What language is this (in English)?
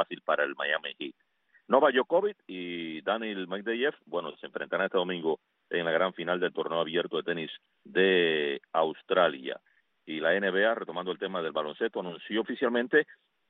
Spanish